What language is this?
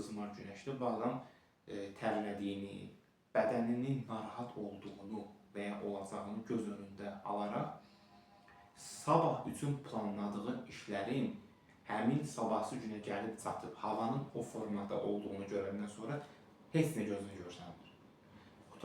Azerbaijani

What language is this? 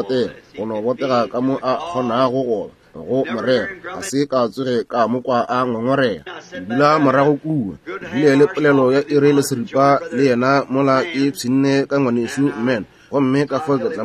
Northern Sotho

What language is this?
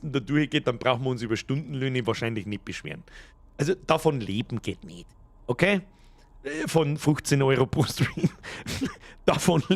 Bavarian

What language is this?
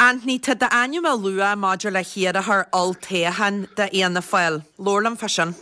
Irish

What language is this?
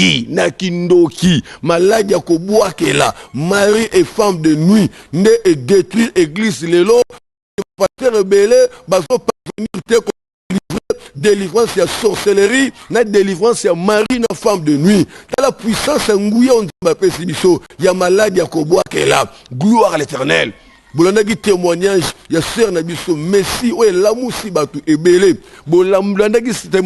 Lingala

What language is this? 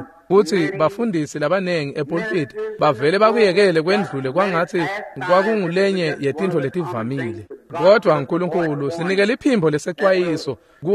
Swati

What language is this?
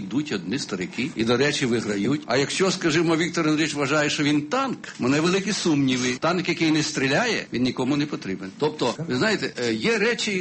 Ukrainian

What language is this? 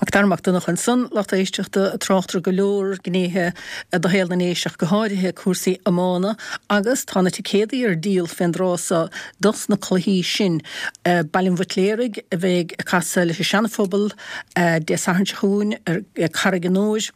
Irish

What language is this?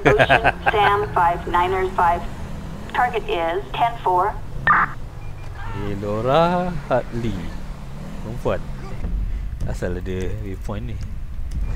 Malay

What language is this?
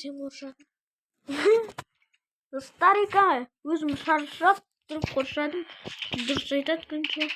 Kazakh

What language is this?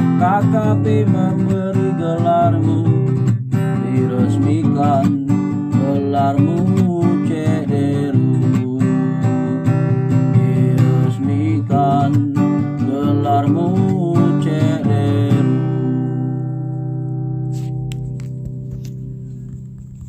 Indonesian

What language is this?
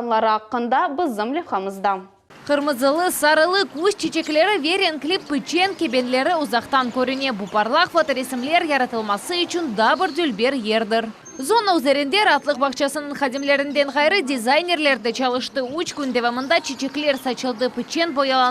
Crimean Tatar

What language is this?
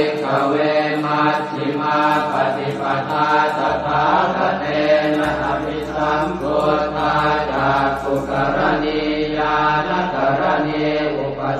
Pali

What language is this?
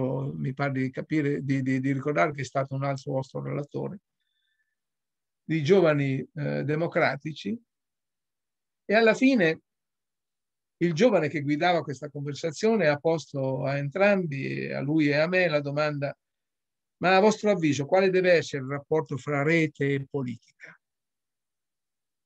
Italian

